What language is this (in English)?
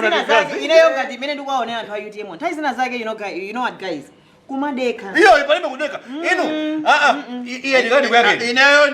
Nyanja